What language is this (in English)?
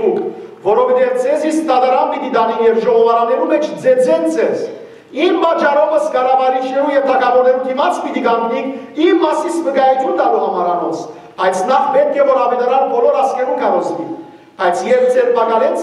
Western Armenian